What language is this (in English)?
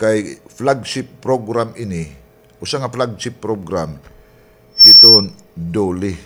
Waray